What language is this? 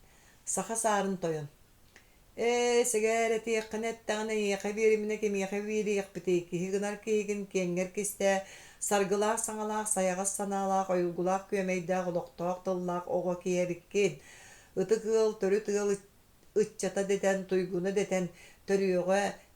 Yakut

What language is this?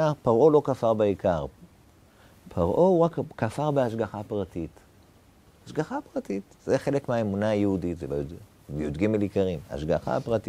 Hebrew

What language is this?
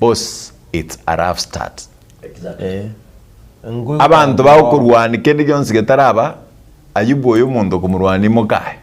Gusii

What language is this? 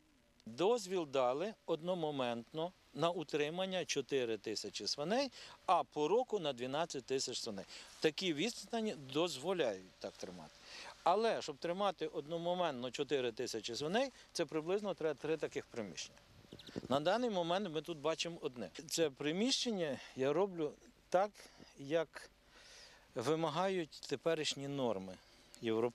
Ukrainian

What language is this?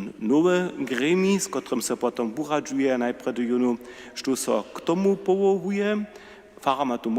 Upper Sorbian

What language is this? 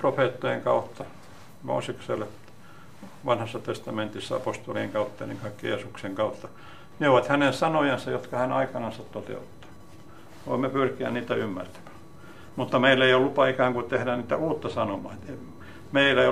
Finnish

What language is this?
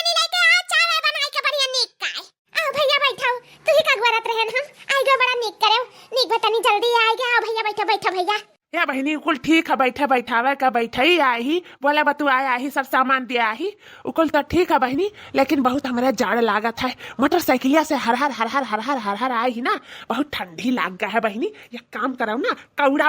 Awadhi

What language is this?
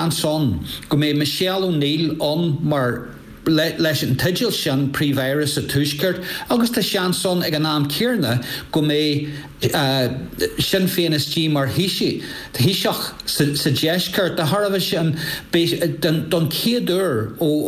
Irish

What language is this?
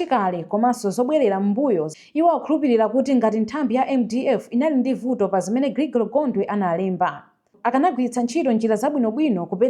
Nyanja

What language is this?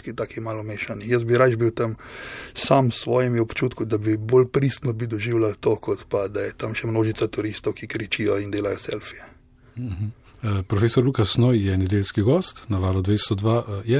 Slovenian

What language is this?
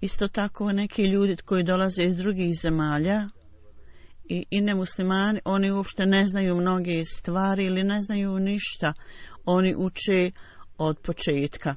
Bosnian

